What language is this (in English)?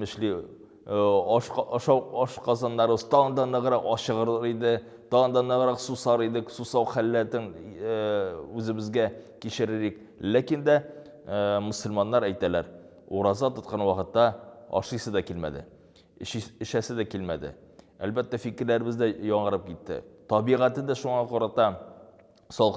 Tatar